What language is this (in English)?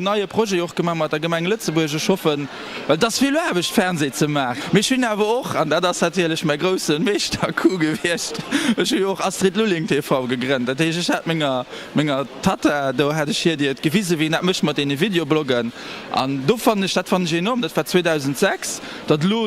Luxembourgish